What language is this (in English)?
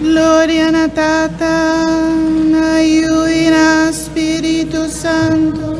Papiamento